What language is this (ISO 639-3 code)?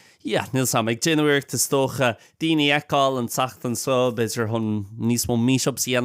gle